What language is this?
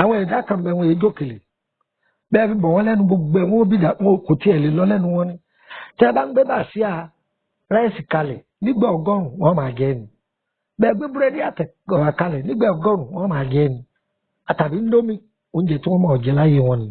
Yoruba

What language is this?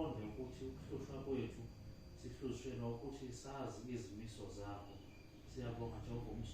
Zulu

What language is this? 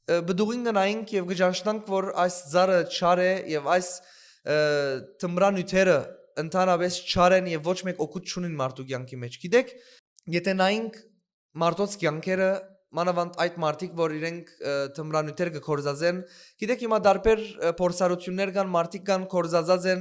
Western Armenian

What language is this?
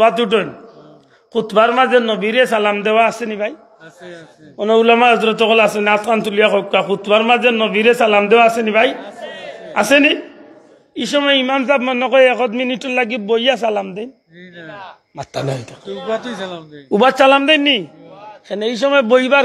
Sylheti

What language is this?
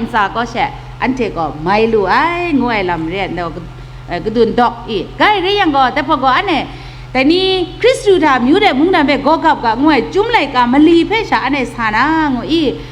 Kachin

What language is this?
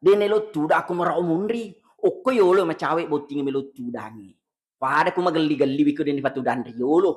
Buginese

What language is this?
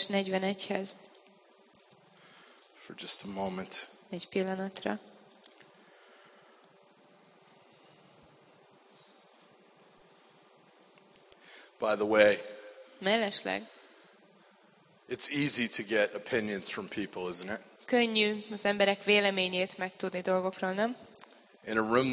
Hungarian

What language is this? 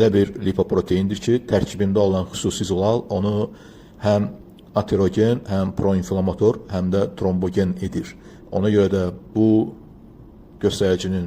Azerbaijani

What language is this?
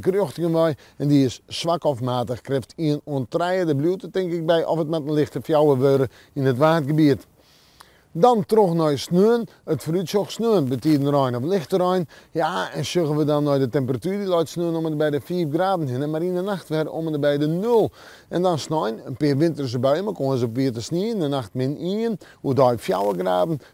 Western Frisian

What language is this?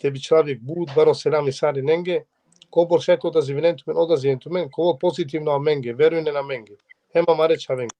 Balkan Romani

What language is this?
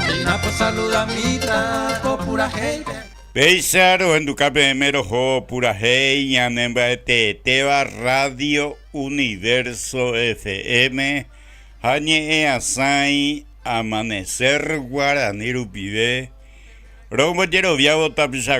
Guarani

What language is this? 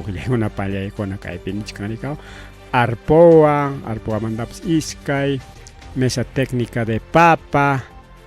Ayacucho Quechua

